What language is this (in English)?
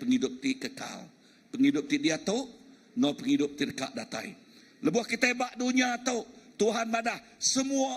Iban